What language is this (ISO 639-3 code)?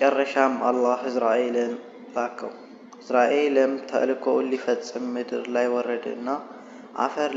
amh